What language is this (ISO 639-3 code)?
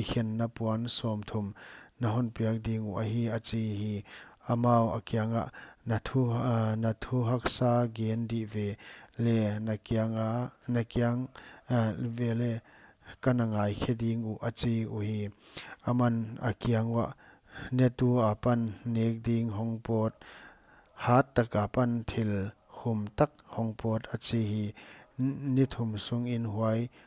pck